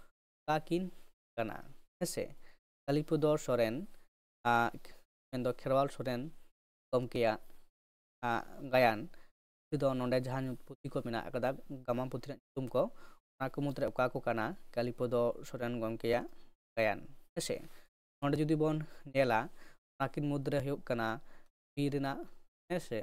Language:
Santali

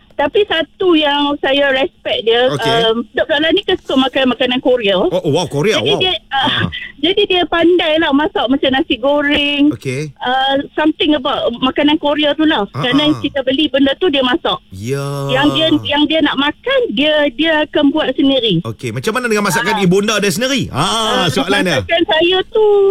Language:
Malay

